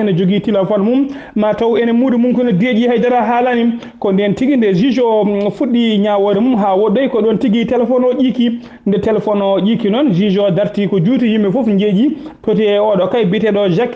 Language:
Fula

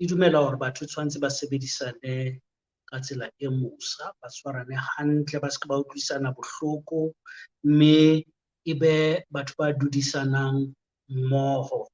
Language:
Southern Sotho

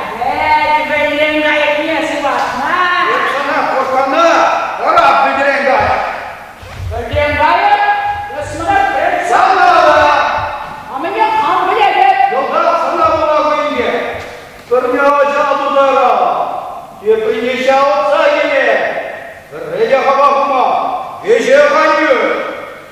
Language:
Chuvash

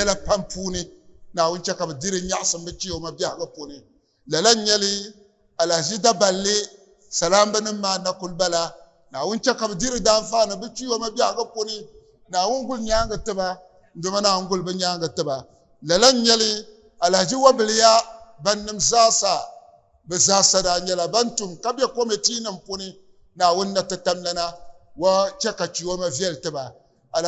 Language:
Dagbani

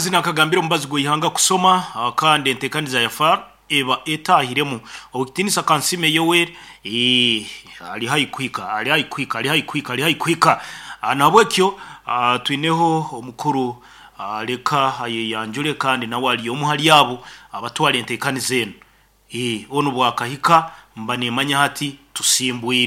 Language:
Nyoro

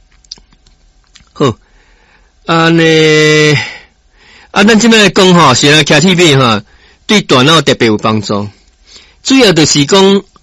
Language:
Min Nan Chinese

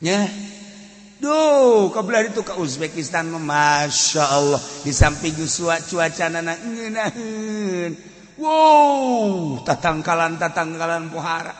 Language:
Sundanese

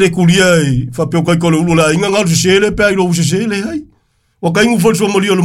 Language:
Samoan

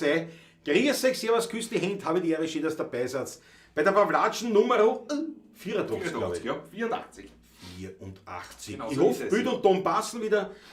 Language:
Bavarian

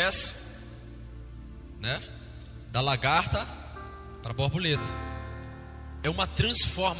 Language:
Portuguese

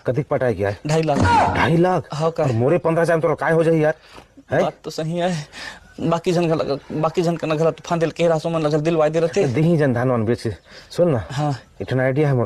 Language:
Chhattisgarhi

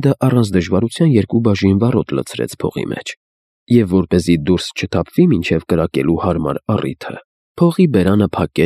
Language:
Armenian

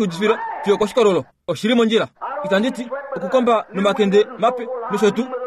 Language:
Kuanyama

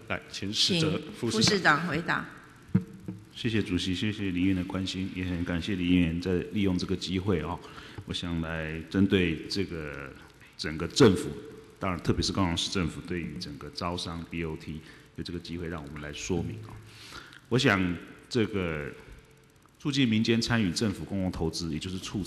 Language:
Chinese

